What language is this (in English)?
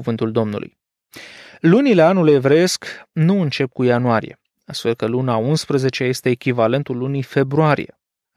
Romanian